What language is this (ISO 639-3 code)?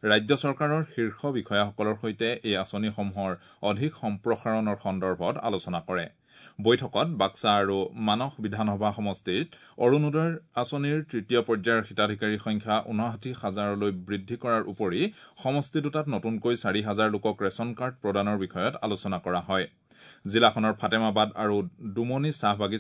asm